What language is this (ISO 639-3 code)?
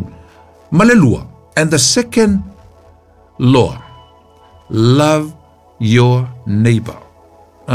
smo